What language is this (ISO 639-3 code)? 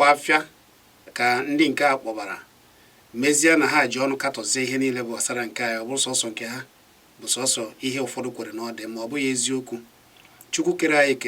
ibo